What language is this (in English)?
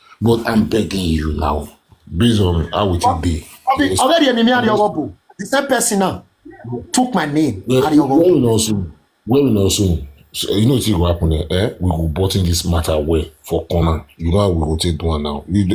Nigerian Pidgin